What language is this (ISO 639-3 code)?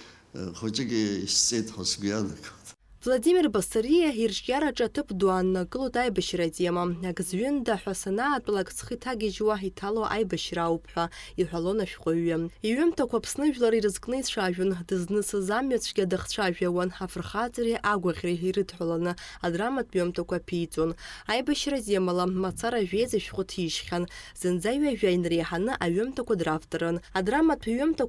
abk